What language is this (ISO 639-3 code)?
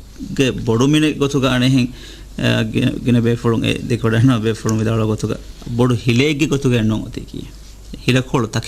div